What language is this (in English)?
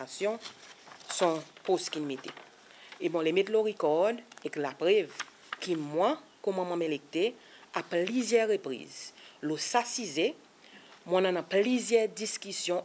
Seselwa Creole French